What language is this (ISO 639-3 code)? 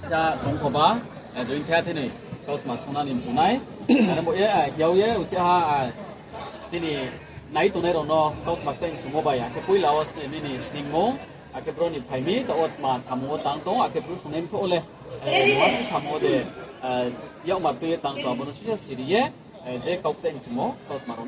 ria